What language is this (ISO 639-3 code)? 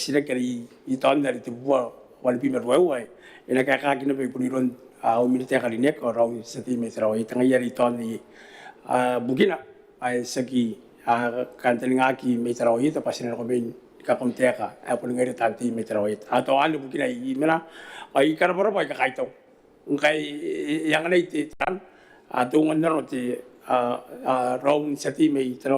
gil